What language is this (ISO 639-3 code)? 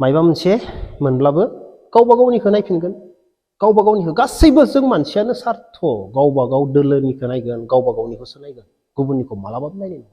brx